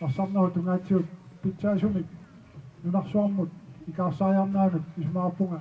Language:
Kalaallisut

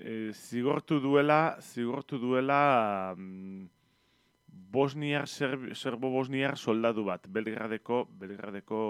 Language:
Basque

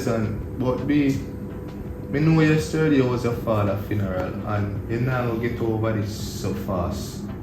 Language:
Jamaican Creole English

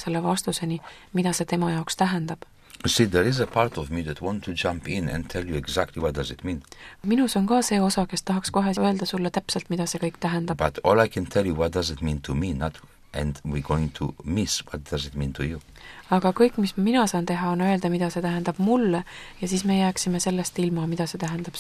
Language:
Estonian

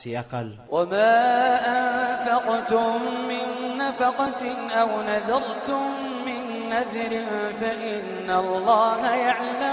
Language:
Iranun (Philippines)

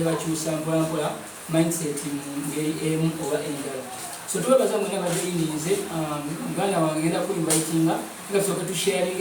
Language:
Ganda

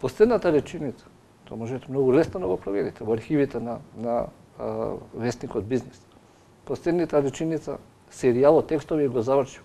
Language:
Macedonian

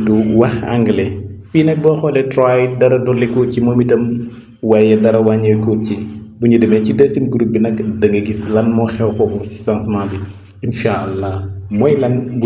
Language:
Wolof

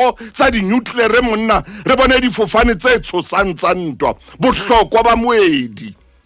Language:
Southern Sotho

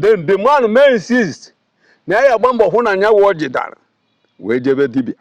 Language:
Igbo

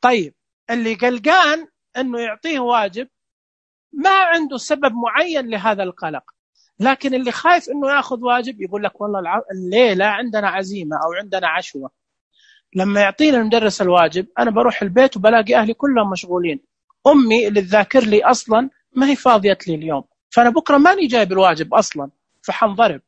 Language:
Najdi Arabic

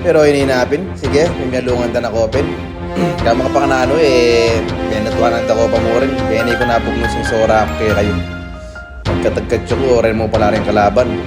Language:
Pampanga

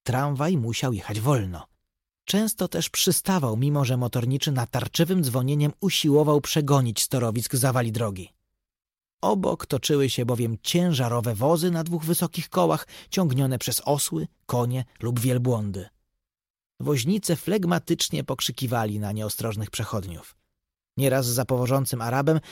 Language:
Polish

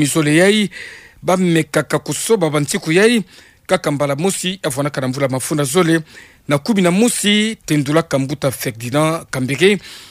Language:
Kituba (Democratic Republic of Congo)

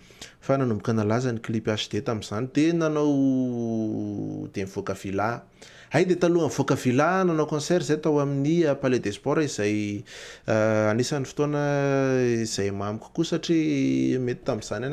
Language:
Malagasy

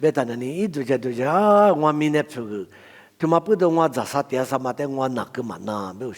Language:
Lisu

